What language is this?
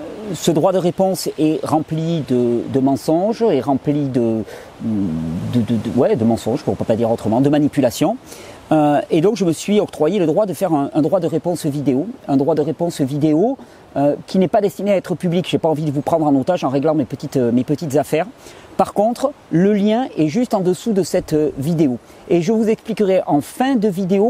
French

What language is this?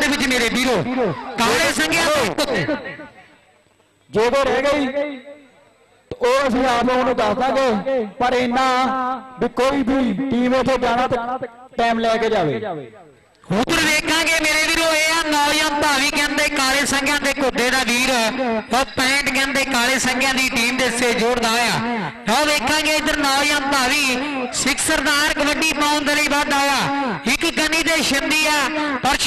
Punjabi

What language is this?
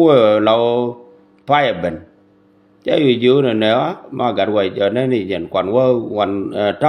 Nuer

